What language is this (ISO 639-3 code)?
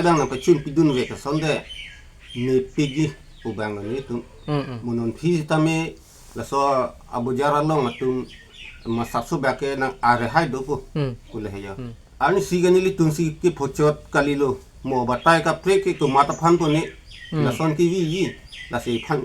mjw